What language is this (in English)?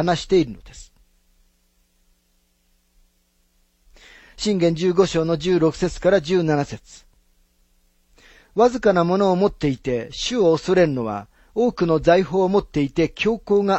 Japanese